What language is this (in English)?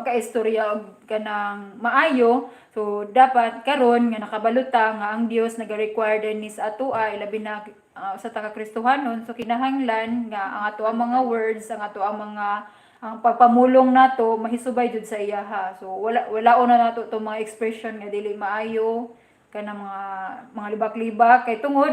Cebuano